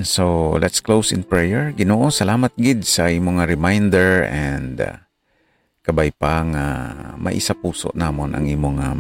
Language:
Hiligaynon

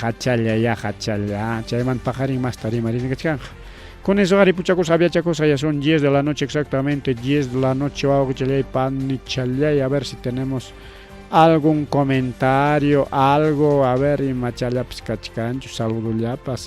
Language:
Ayacucho Quechua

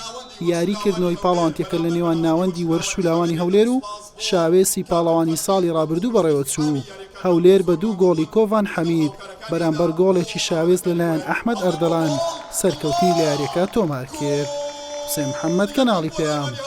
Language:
Central Kurdish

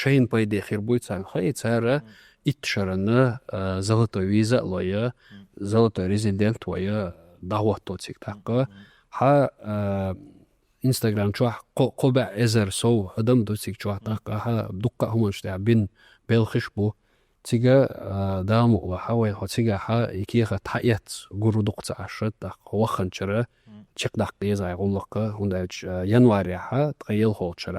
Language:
Chechen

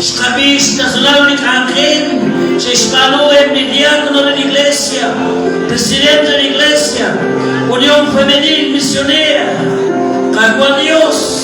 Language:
Kekchí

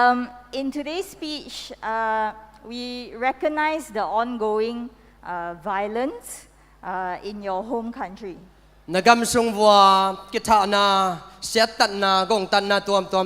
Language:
Tedim Chin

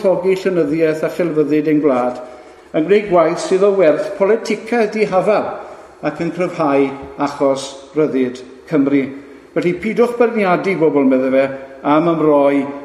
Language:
Welsh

